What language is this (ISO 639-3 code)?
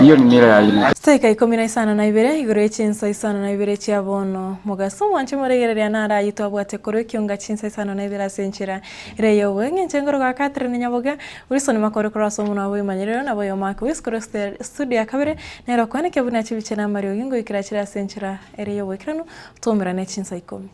guz